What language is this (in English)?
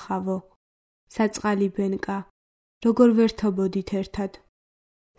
Georgian